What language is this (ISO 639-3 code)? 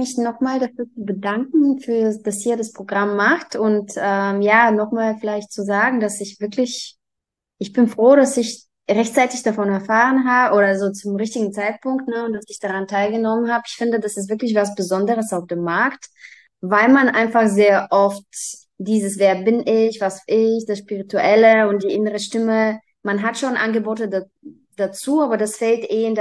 deu